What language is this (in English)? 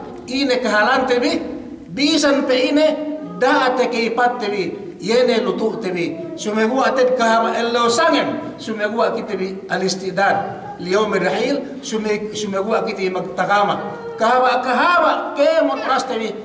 Yakan